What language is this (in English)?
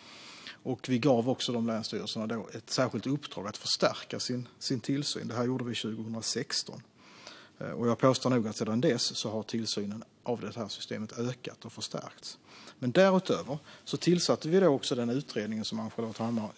Swedish